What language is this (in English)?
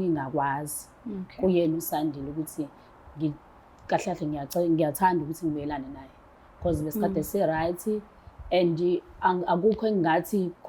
Zulu